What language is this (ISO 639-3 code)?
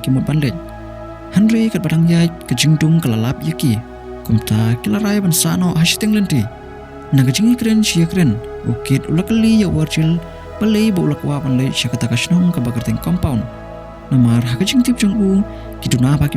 kha